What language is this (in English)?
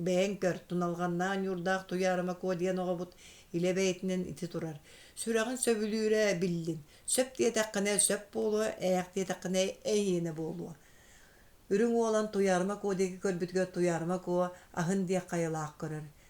Yakut